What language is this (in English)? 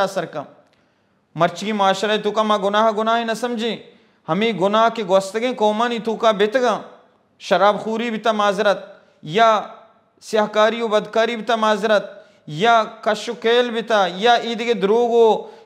Baluchi